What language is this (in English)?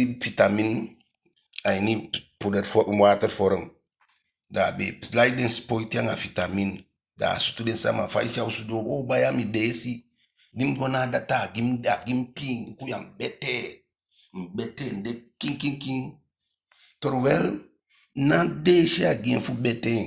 Eastern Maroon Creole